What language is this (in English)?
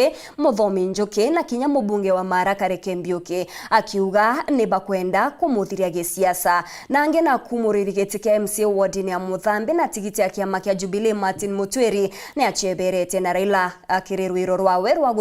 Meru